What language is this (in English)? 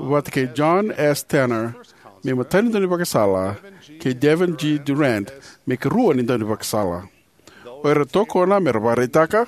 Fijian